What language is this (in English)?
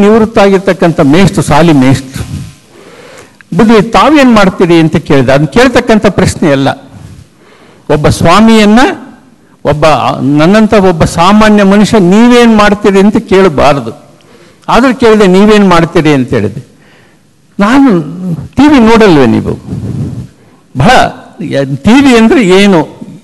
Kannada